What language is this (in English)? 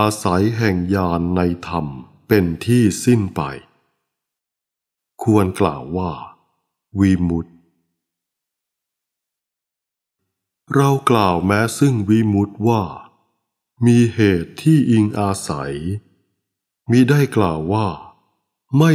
Thai